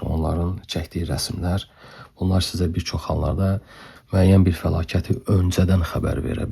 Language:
Azerbaijani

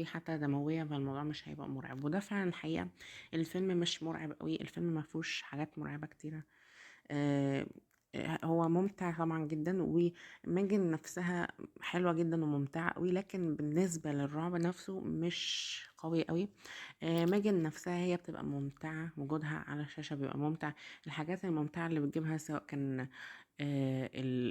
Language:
Egyptian Arabic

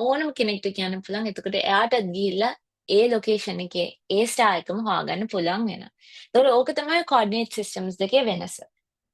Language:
Sinhala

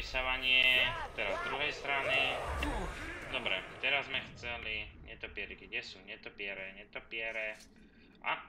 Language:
Slovak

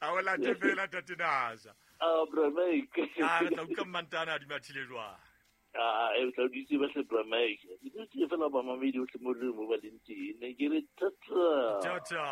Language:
Southern Sotho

